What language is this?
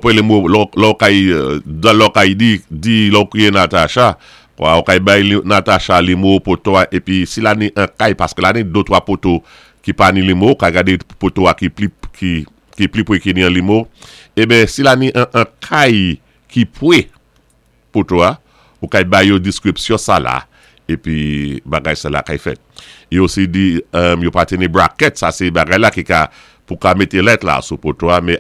Saint Lucian Creole French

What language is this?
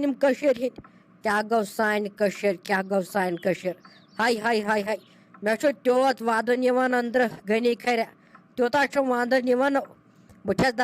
Kashmiri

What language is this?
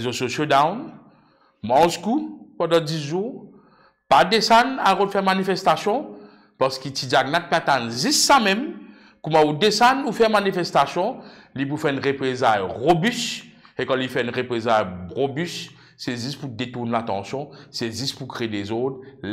Morisyen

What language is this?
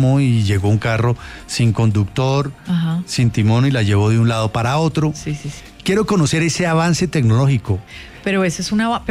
Spanish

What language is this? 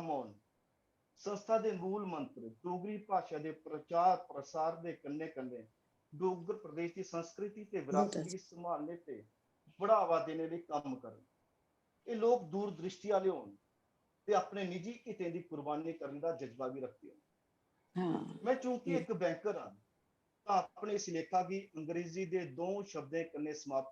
Dogri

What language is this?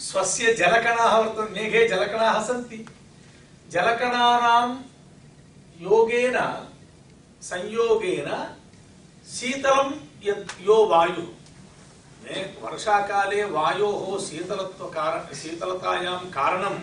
Sanskrit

